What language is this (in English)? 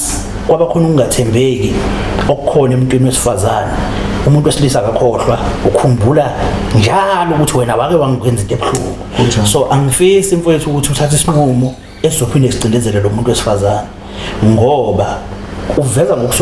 Zulu